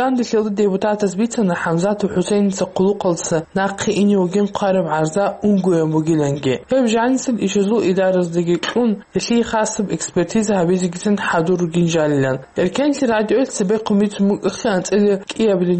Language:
Avaric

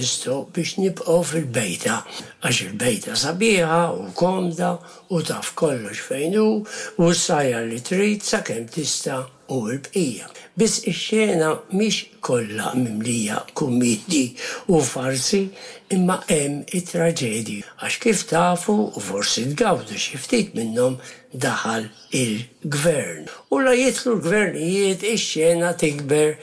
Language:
Maltese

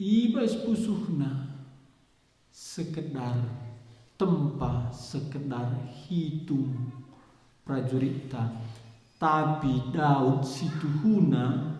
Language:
Batak Karo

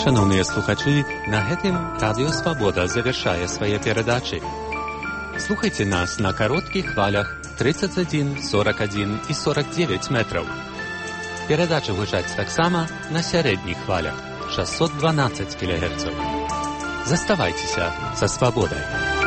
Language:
Belarusian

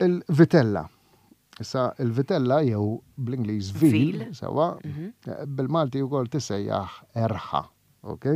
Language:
Maltese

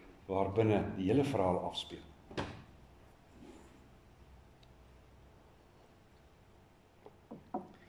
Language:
Afrikaans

